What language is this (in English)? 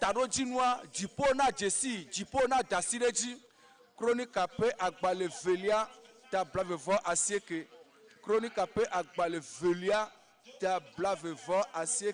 Ewe